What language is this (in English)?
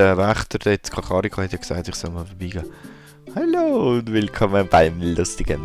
Swiss German